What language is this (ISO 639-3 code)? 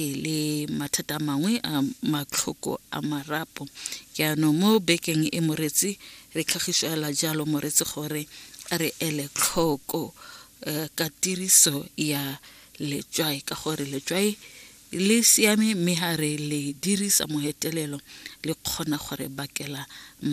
tsn